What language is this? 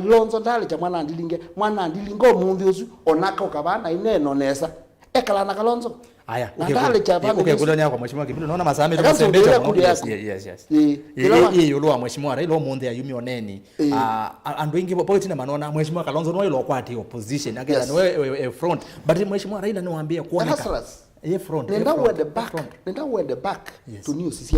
Kamba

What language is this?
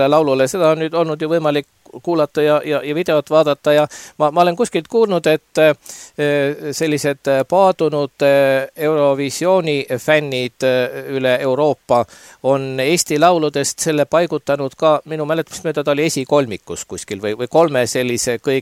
Estonian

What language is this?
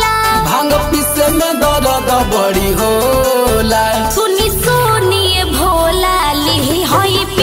Bhojpuri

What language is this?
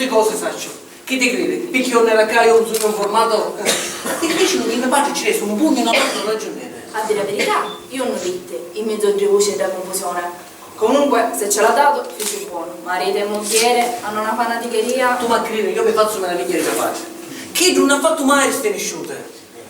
Sicilian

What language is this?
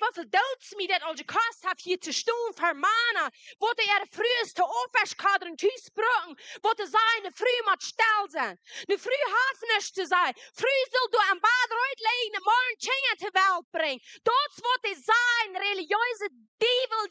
Plautdietsch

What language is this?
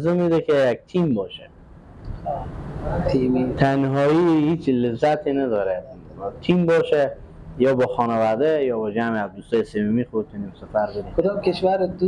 Persian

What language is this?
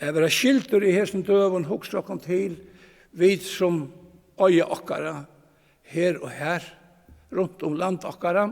Faroese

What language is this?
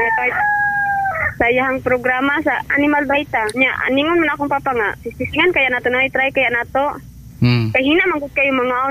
Cebuano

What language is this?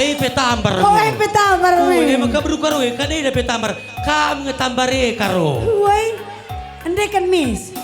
Batak Karo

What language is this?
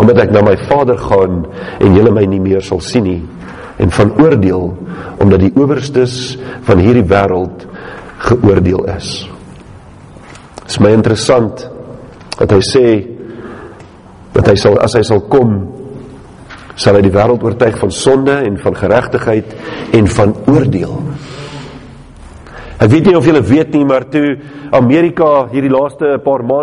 Afrikaans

